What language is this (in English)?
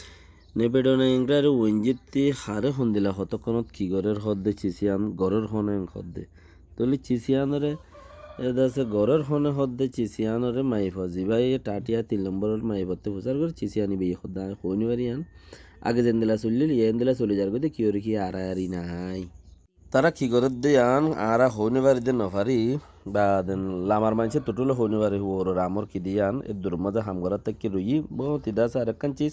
Rohingya